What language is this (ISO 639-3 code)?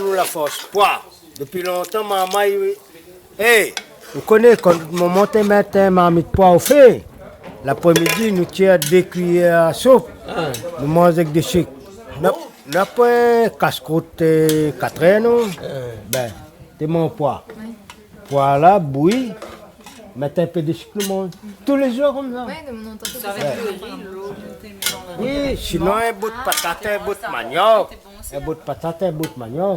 rcf